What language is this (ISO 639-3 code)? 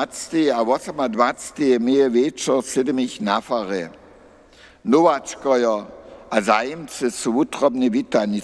hsb